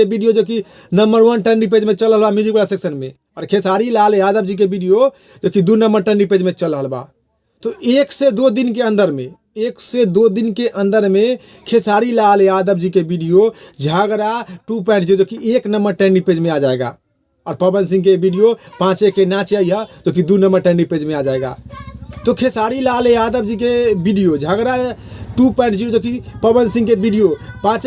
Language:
Bhojpuri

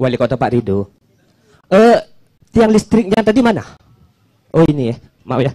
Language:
Musi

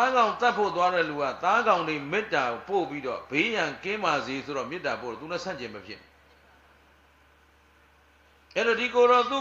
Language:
Burmese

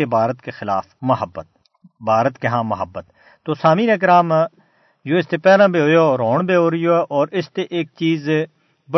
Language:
Gujari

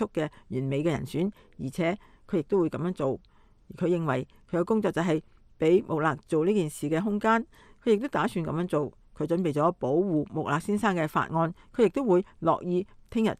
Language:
Cantonese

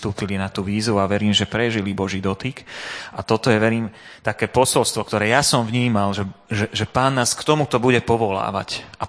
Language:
Slovak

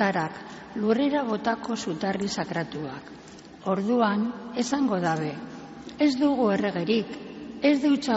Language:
Basque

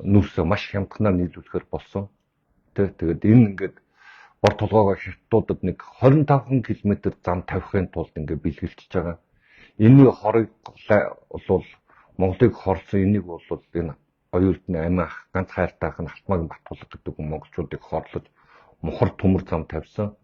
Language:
Mongolian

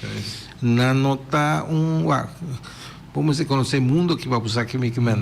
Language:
Papiamento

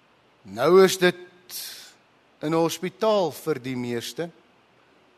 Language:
Afrikaans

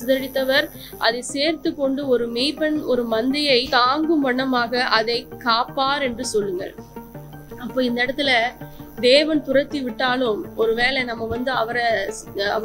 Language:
Tamil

